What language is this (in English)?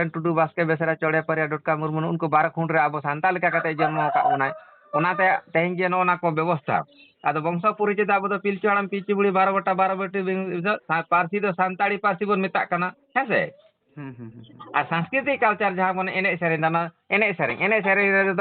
Santali